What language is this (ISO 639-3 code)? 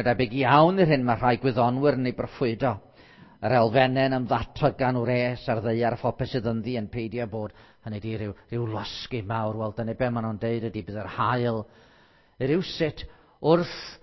cym